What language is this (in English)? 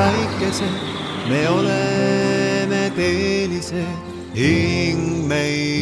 Estonian